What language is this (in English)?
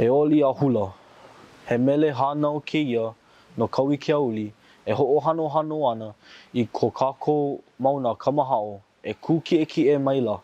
Hawaiian